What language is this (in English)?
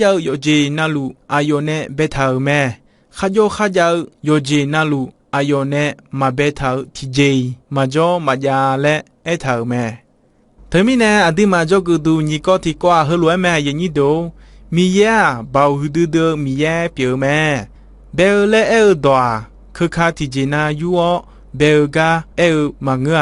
Akha